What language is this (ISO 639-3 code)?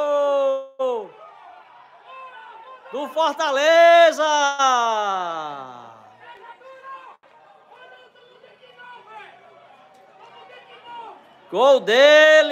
por